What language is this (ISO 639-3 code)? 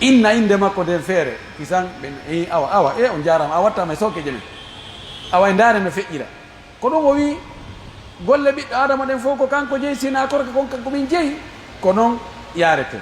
fuf